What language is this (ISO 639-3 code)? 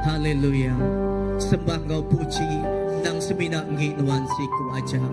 iba